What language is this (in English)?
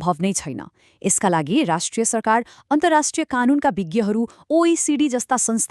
Nepali